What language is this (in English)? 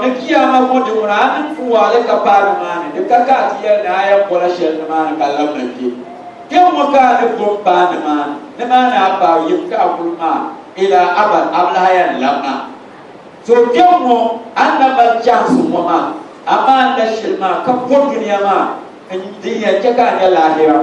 Dagbani